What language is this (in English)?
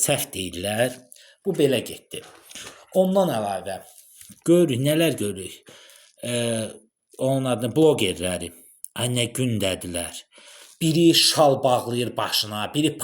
Azerbaijani